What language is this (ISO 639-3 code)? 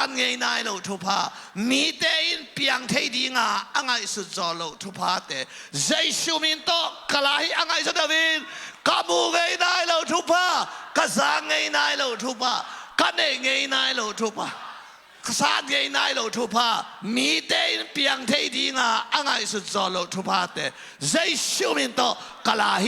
ctd